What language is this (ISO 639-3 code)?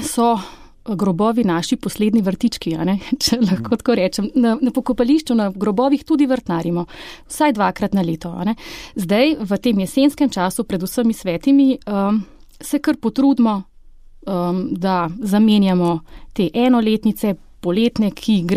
slv